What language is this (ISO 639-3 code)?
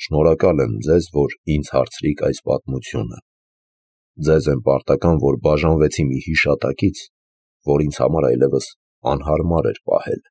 hye